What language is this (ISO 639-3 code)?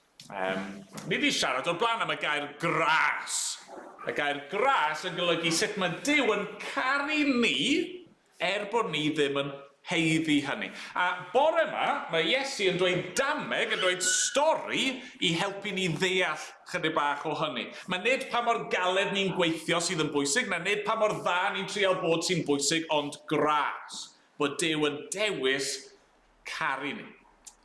cym